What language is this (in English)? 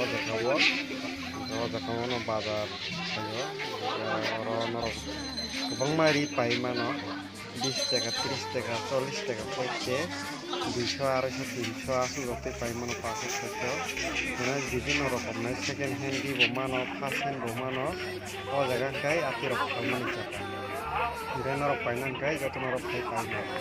Kok Borok